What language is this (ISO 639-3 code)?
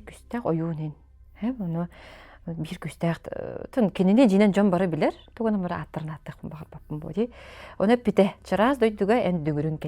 sah